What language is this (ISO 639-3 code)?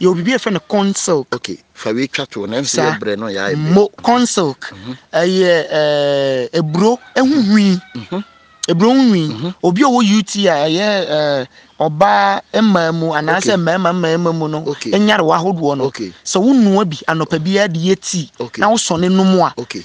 aka